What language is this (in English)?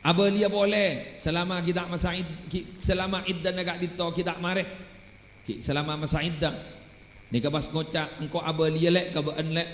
Madurese